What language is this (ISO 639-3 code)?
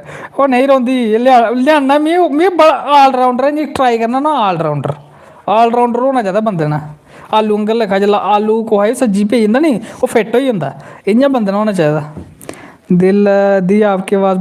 doi